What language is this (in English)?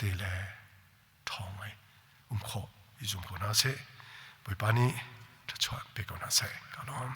Hakha Chin